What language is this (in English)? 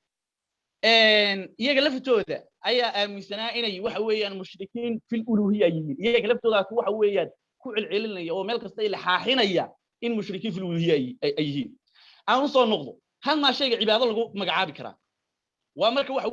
Somali